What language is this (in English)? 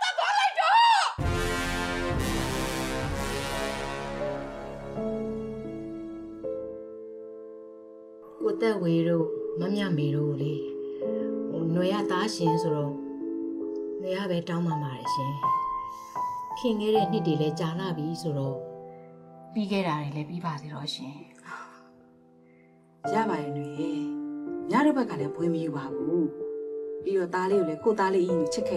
Burmese